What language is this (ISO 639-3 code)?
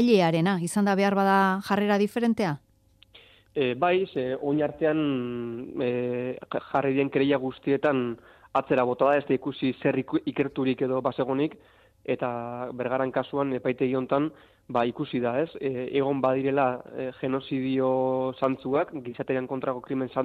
eus